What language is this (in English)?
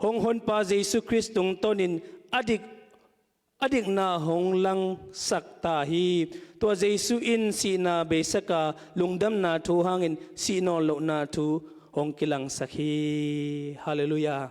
Tedim Chin